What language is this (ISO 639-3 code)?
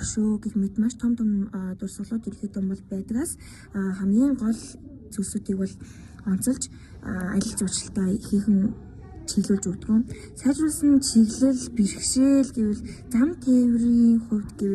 mon